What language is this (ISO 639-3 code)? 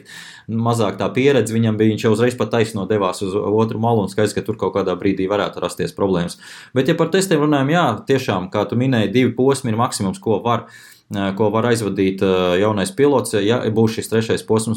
lav